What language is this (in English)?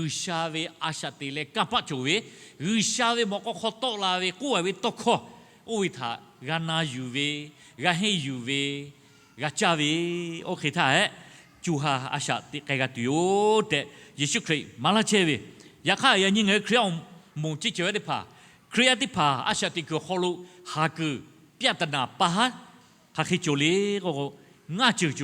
Lahu